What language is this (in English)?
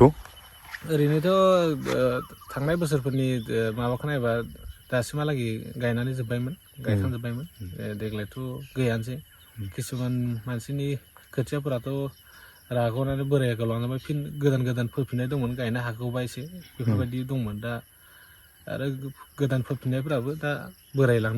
Bodo